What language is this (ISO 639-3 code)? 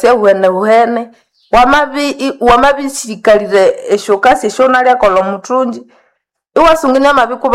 nnb